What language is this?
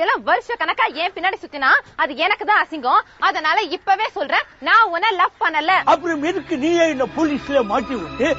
Tamil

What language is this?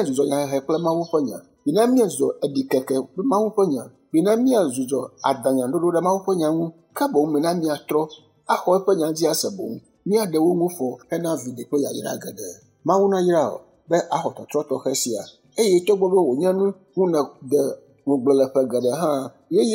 Ewe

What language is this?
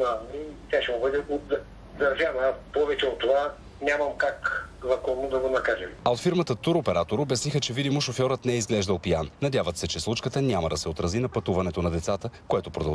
Bulgarian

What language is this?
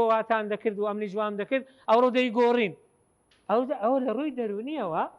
Central Kurdish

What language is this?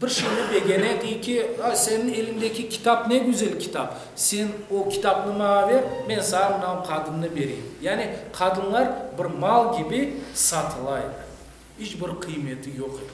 Crimean Tatar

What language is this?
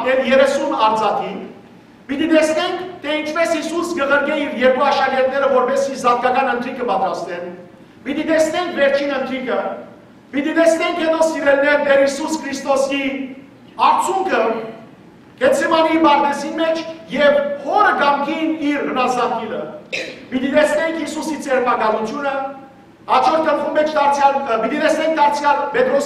Western Armenian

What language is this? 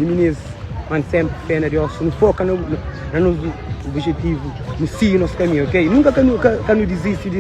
Kabuverdianu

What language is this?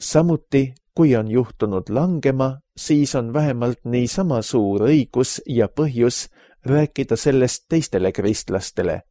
Estonian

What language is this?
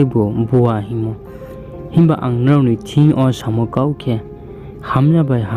Riang (India)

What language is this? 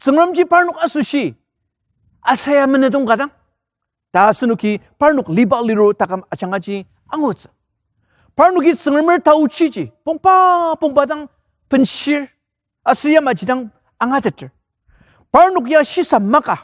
Ao Naga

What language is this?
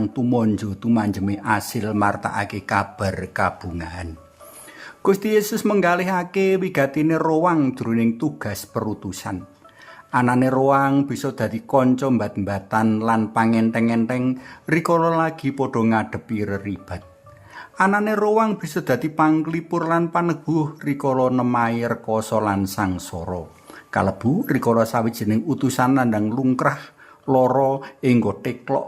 Javanese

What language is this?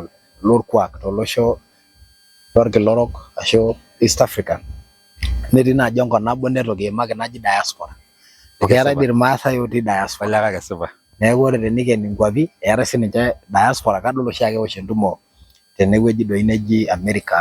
Masai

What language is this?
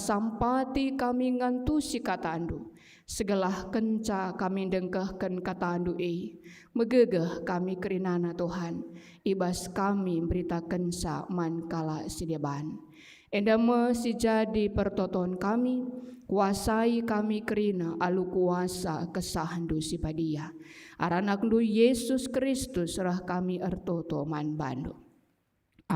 Batak Karo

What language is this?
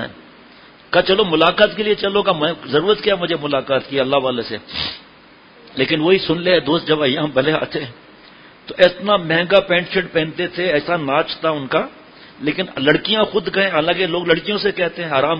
Urdu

